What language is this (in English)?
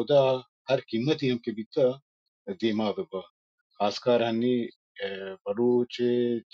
Baluchi